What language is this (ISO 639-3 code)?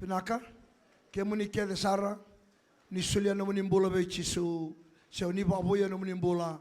fij